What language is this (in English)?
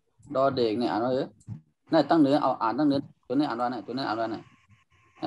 Shan